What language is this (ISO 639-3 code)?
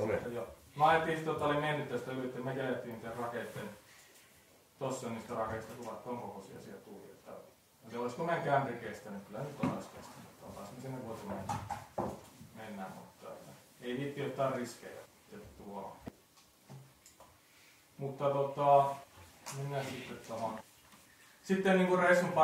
fin